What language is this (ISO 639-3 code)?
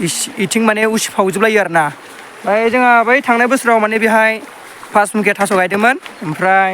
brx